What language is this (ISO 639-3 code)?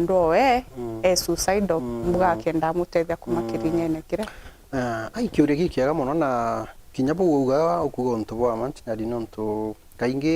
mer